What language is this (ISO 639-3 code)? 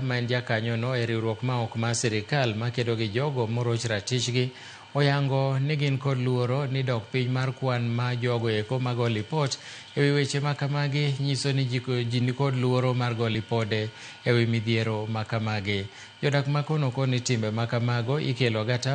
luo